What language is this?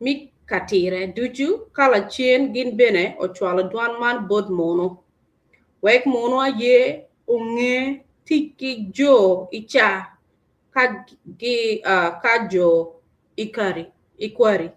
Acoli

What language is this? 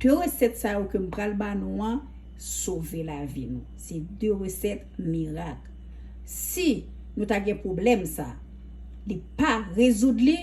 Haitian Creole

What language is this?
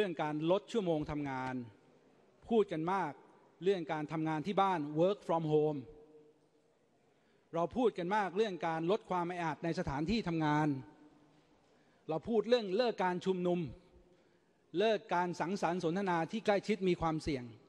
Thai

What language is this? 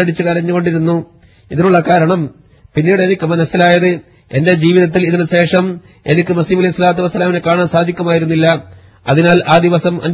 Malayalam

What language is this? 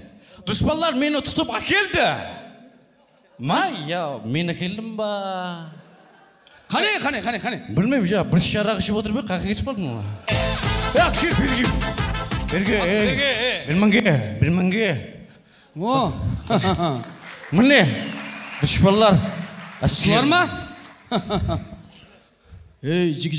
Kara-Kalpak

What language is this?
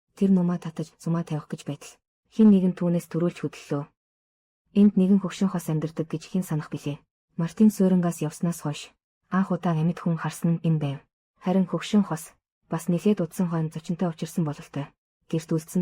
Mongolian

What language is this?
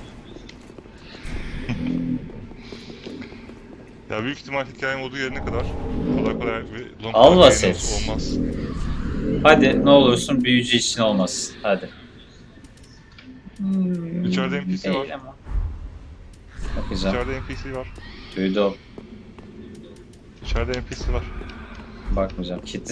Turkish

